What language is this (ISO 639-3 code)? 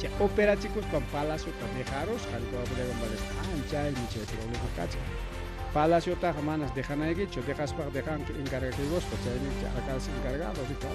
quy